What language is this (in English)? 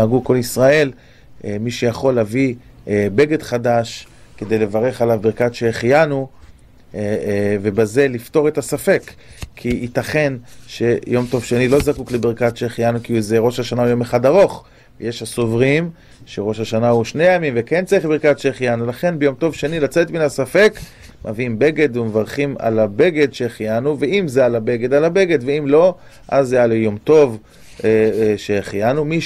Hebrew